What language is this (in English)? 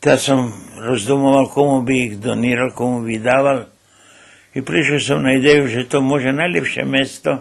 Rusyn